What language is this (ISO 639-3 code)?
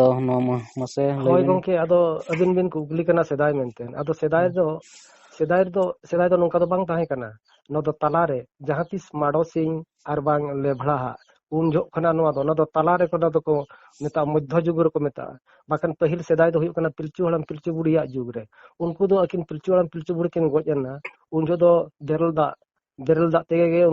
sat